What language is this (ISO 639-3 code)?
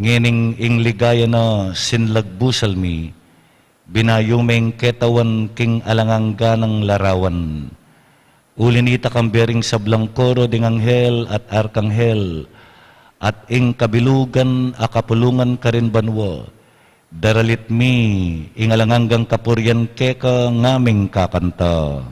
pam